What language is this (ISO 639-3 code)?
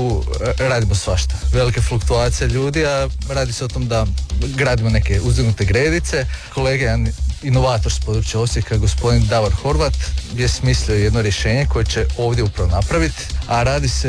hrv